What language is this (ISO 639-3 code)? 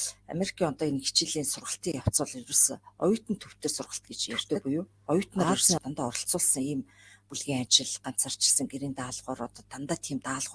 mon